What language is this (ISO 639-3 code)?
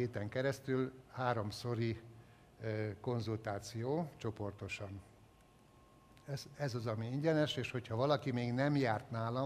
hun